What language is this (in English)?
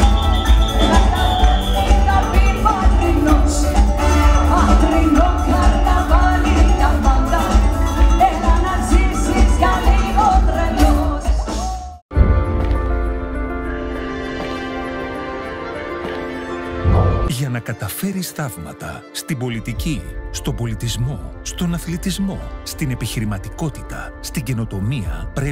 Greek